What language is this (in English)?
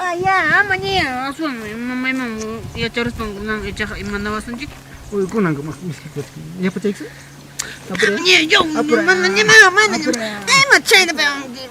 Ayacucho Quechua